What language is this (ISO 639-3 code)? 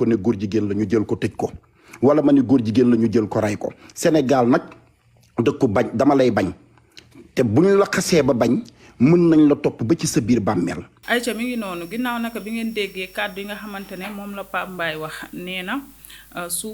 wol